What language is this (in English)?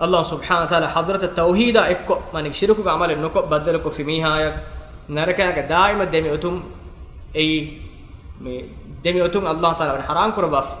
Divehi